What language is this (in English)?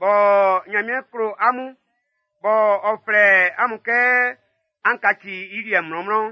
Baoulé